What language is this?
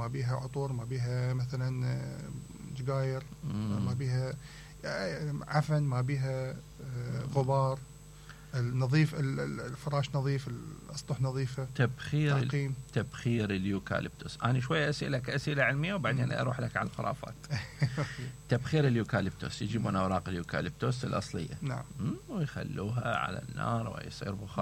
Mesopotamian Arabic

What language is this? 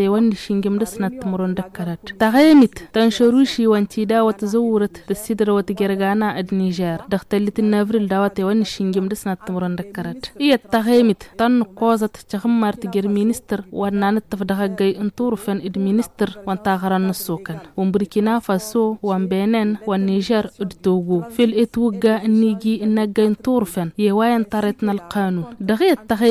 Tamasheq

